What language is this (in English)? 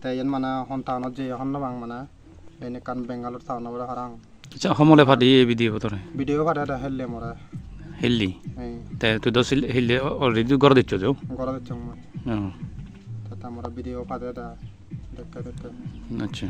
Chakma